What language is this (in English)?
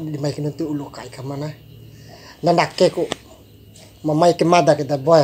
Bima